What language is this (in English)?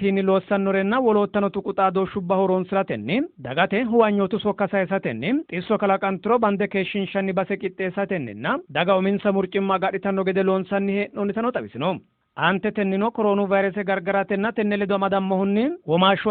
Sidamo